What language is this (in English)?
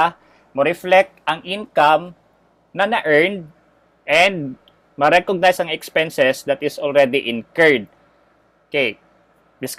Cebuano